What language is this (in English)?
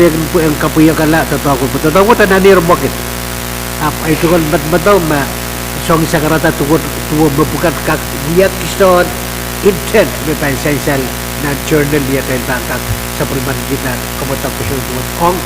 Pohnpeian